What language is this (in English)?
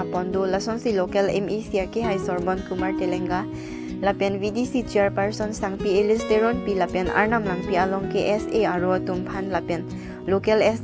Karbi